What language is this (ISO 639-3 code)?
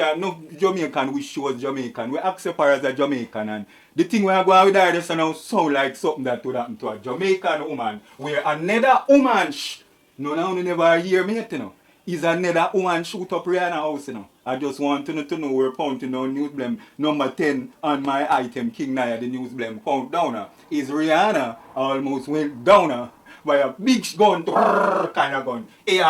jam